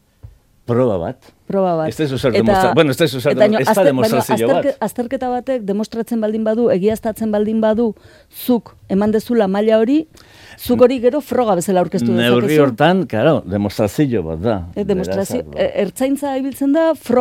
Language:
Basque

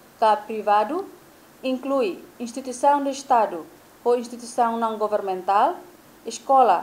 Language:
Tetum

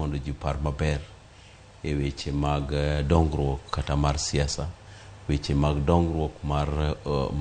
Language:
Luo (Kenya and Tanzania)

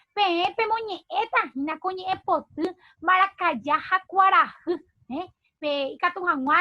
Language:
Guarani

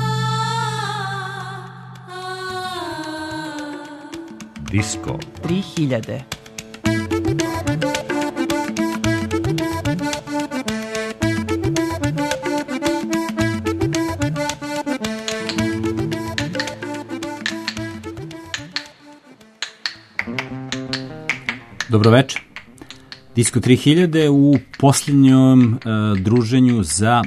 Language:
Serbian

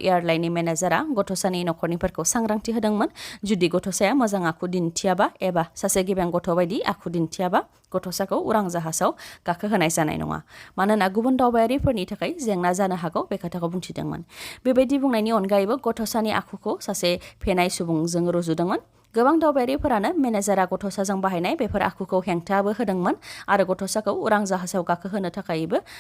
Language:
Bodo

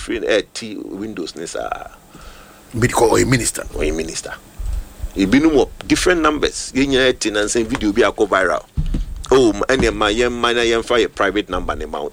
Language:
Akan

